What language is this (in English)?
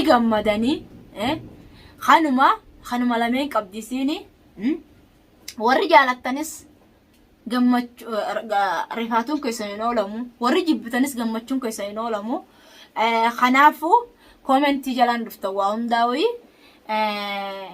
Oromo